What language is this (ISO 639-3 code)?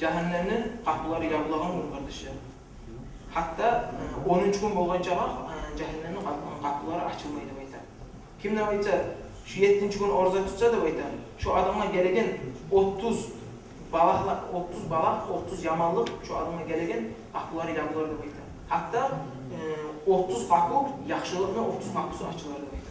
kum